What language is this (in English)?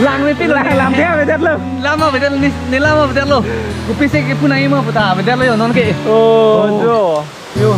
Karbi